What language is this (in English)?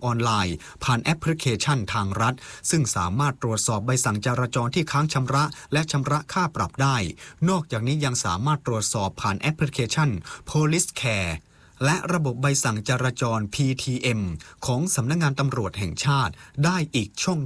Thai